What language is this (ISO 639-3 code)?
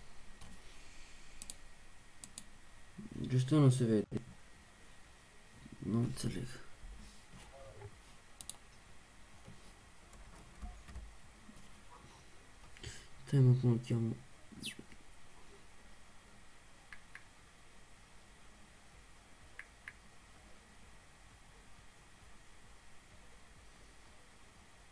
ron